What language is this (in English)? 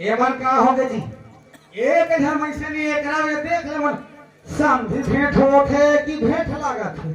Chhattisgarhi